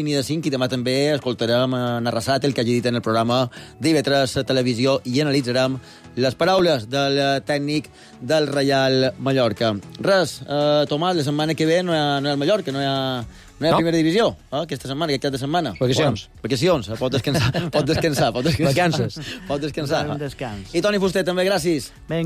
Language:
Catalan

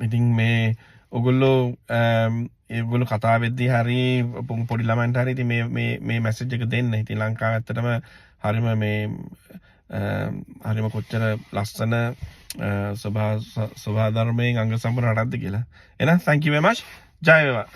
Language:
Sinhala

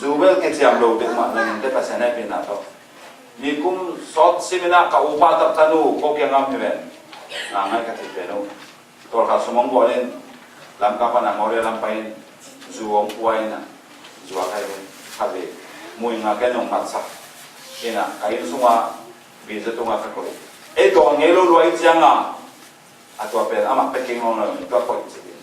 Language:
Tedim Chin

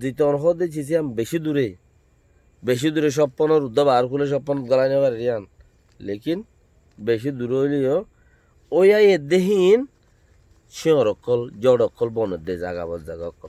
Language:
Rohingya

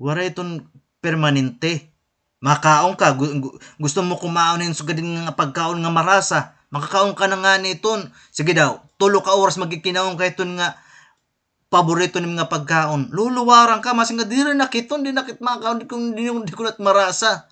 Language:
Waray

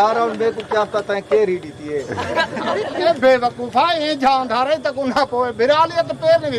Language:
Saraiki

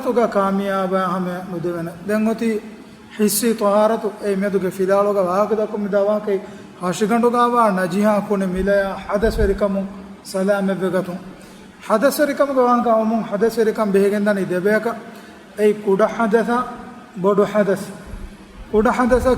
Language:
Divehi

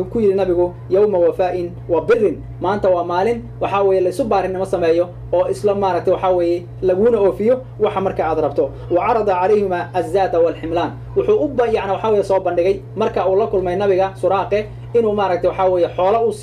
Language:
Somali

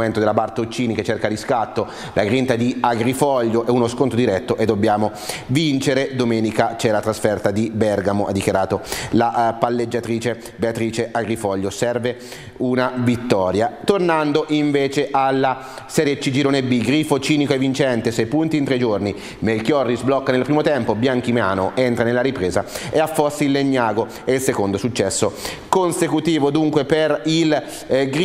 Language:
Italian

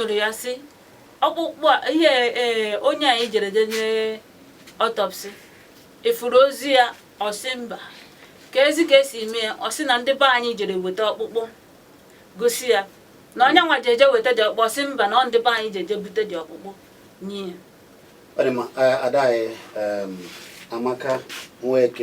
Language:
Igbo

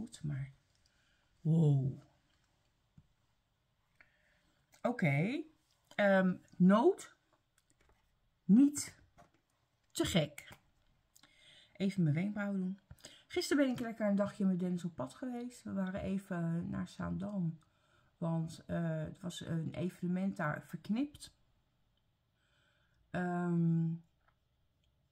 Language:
Dutch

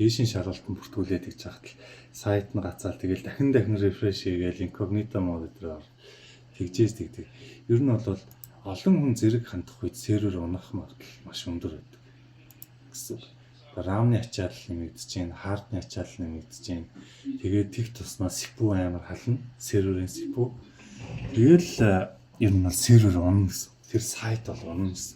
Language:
Mongolian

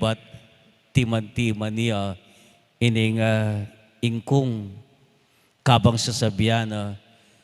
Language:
Pampanga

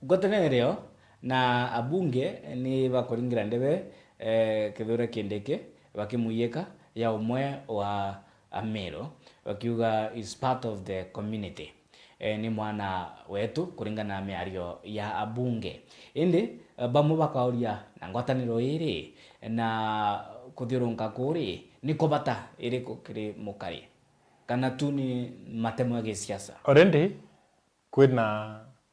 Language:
Meru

